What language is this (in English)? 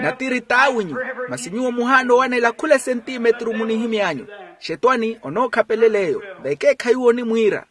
Makhuwa